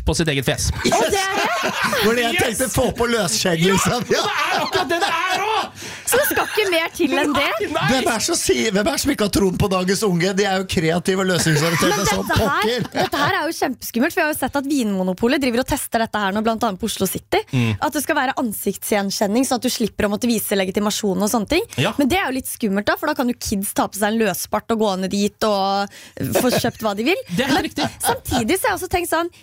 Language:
Norwegian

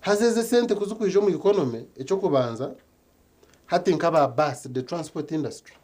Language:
Nyankole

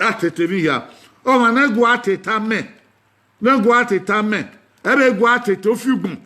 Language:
Bini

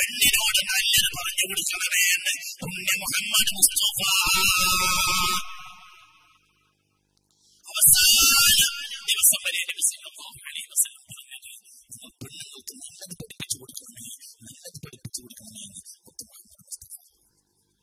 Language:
Malayalam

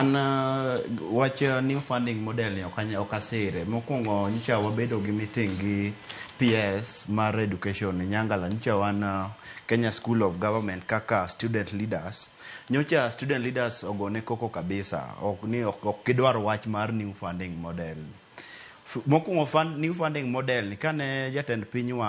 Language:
Luo (Kenya and Tanzania)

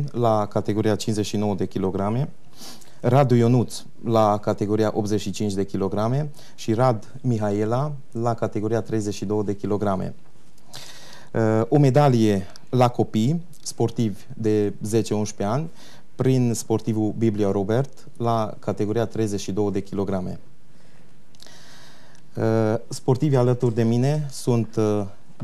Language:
Romanian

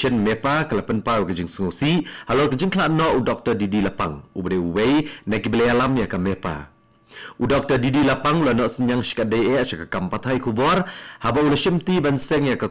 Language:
Khasi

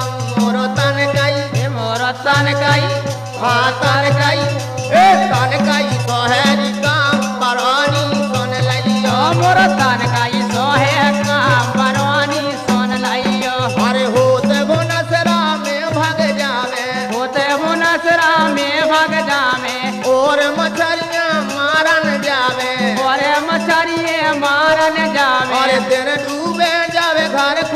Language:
Bundeli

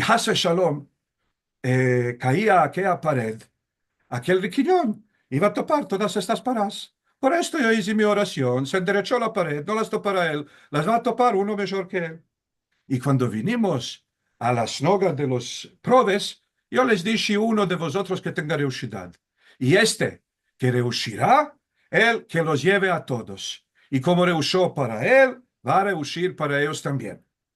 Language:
Ladino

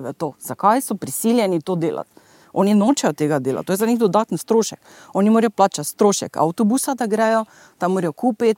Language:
Slovenian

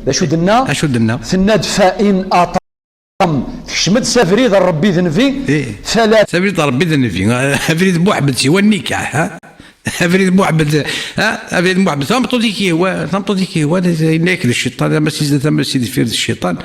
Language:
Kabyle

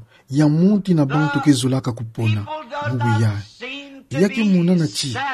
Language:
Kituba (Democratic Republic of Congo)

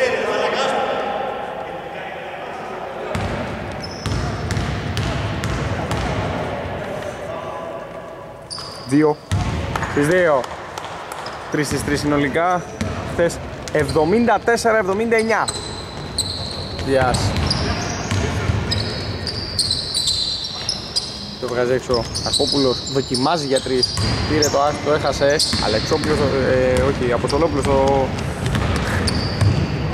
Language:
Greek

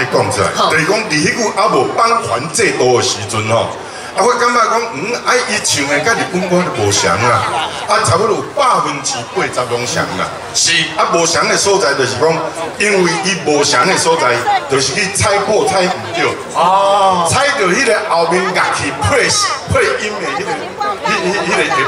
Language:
Min Nan Chinese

